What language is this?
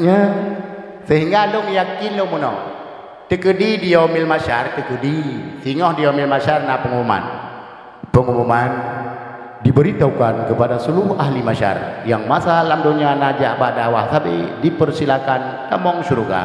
Achinese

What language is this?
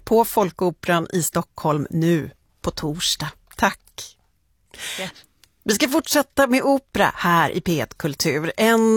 Swedish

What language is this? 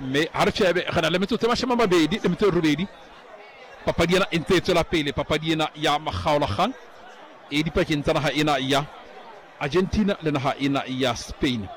Southern Sotho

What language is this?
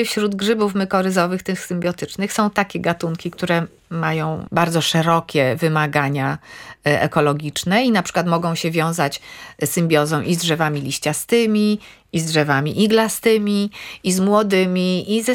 Polish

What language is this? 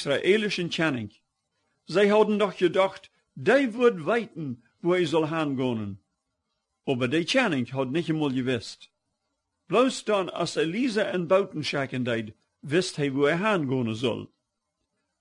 Plautdietsch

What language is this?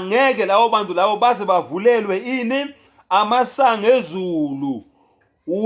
Zulu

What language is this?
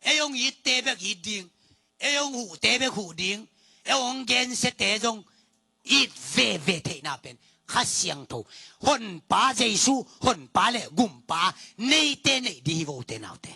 Tedim Chin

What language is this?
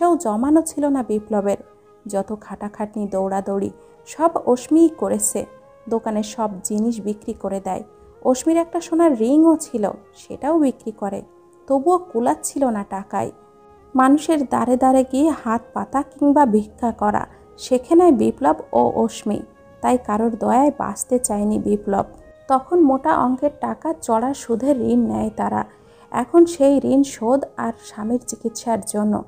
Bangla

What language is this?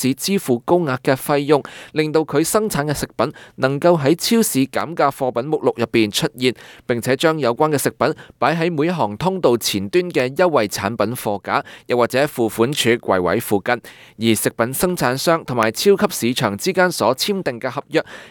Cantonese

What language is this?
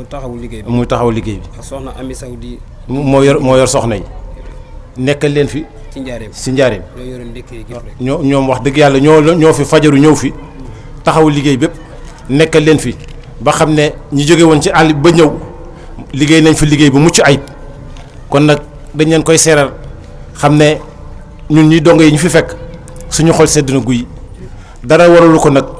Wolof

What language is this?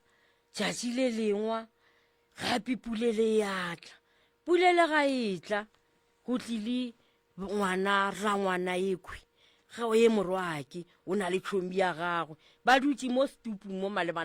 Northern Sotho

